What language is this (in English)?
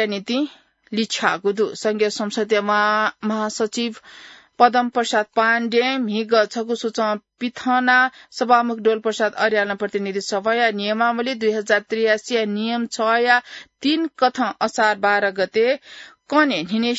Newari